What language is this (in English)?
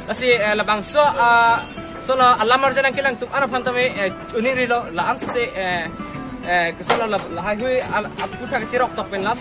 Karbi